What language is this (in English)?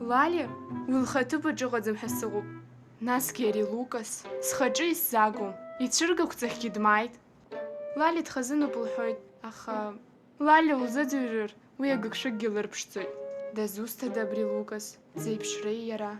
Abkhazian